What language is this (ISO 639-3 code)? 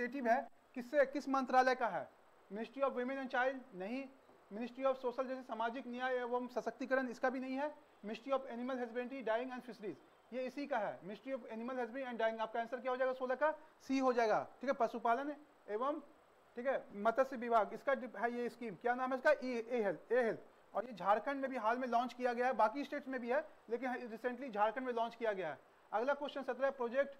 hin